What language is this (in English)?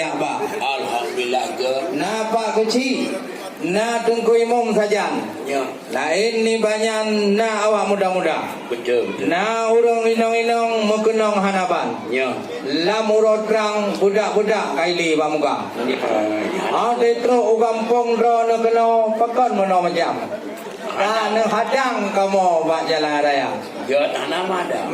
Achinese